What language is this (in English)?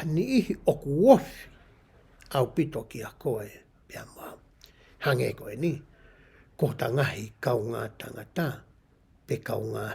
Tongan